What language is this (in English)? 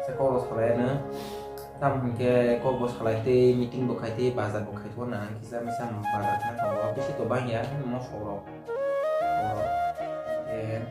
Kok Borok